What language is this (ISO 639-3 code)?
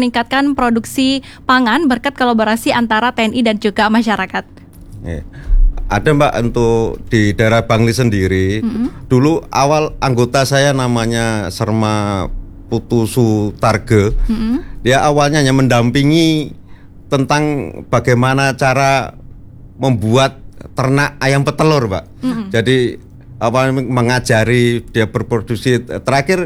ind